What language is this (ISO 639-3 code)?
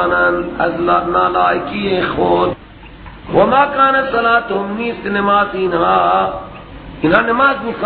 fas